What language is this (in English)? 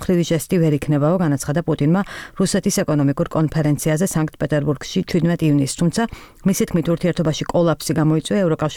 Georgian